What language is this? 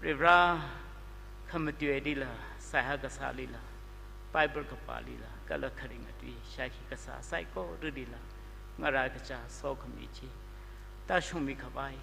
Tangkhul Naga (India)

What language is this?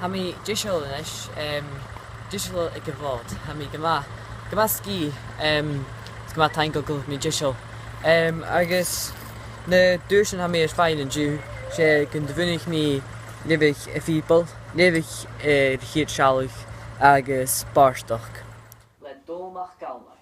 Scottish Gaelic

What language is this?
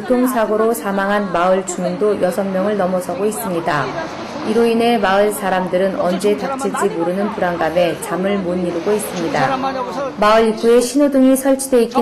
Korean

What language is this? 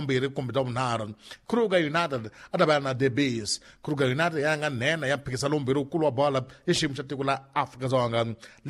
Tsonga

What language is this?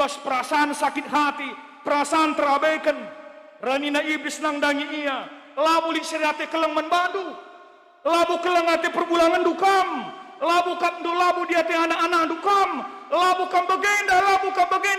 Batak Karo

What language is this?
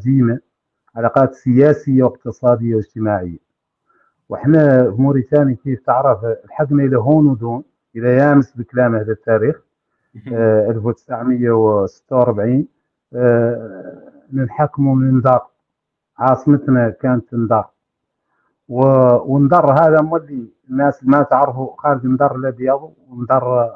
Hassaniyya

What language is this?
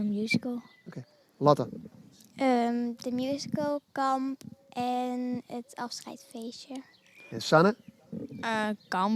Western Frisian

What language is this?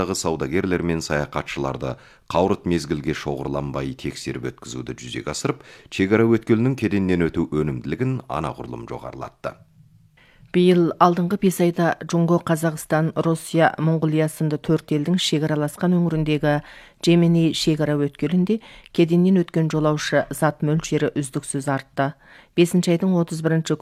Kazakh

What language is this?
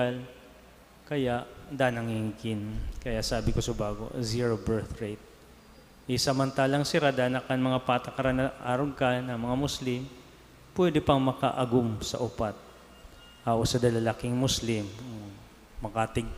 Bikol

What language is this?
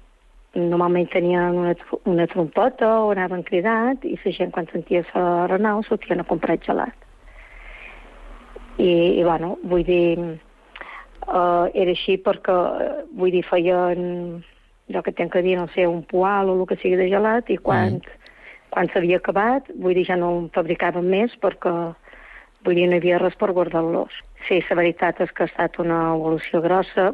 Catalan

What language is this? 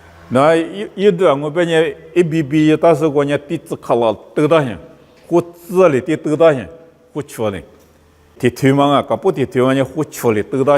Lisu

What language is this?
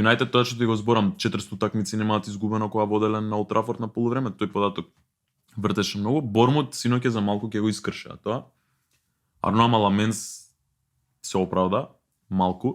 Macedonian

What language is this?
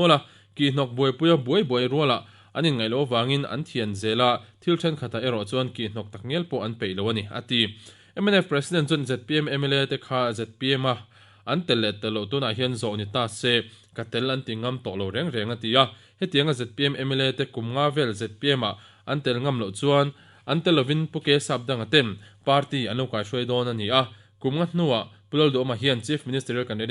Mizo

